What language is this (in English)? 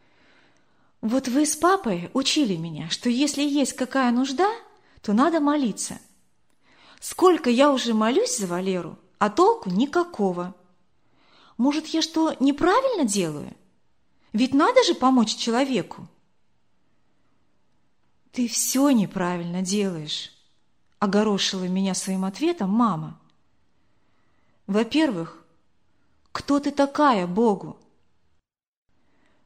Russian